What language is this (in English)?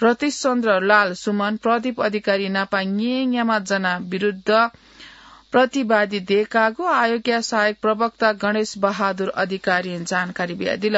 Newari